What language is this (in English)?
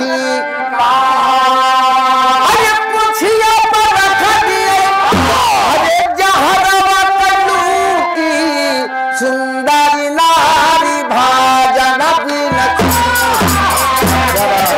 Bhojpuri